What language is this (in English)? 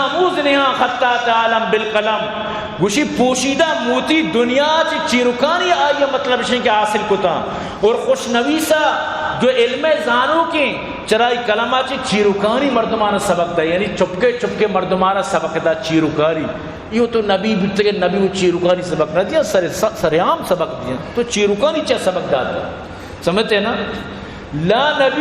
Eastern Balochi